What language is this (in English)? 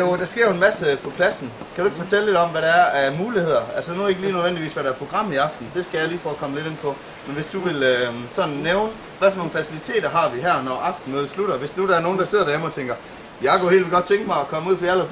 Danish